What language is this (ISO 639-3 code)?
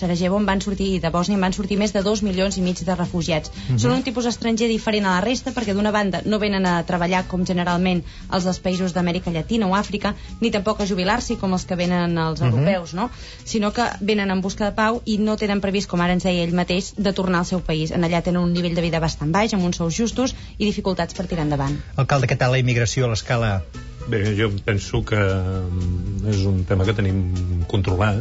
cat